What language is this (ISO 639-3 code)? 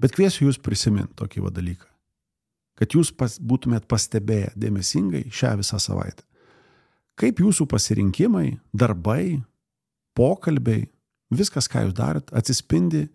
lit